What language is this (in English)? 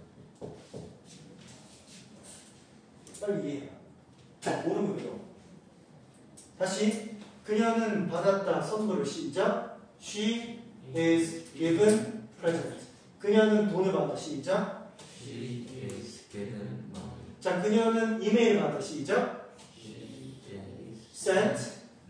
Korean